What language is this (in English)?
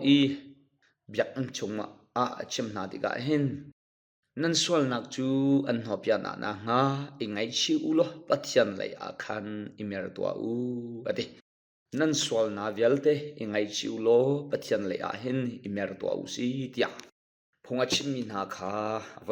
Hakha Chin